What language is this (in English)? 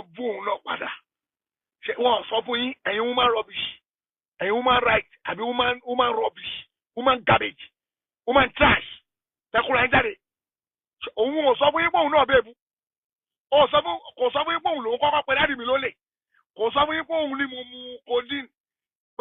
Yoruba